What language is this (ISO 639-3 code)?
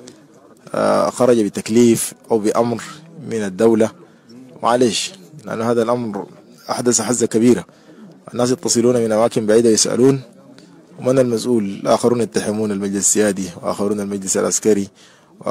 apd